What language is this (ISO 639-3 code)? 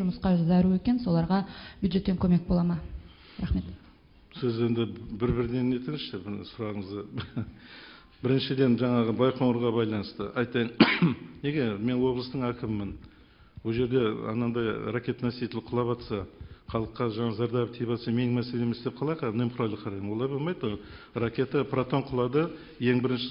kaz